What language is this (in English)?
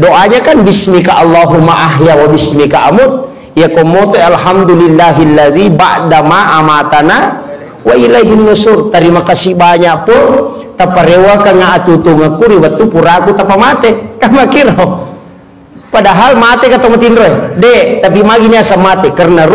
Buginese